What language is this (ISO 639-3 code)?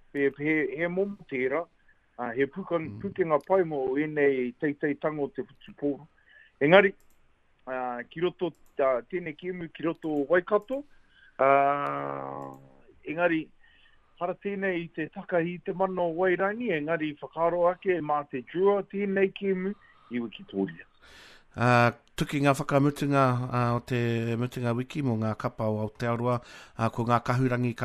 mri